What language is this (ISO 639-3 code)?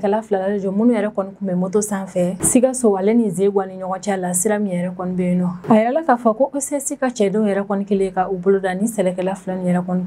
bam